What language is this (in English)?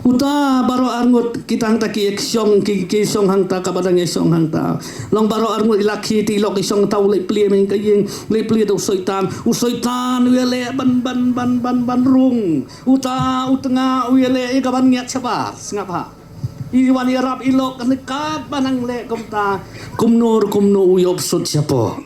Khasi